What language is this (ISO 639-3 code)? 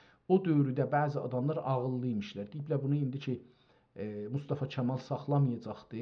azb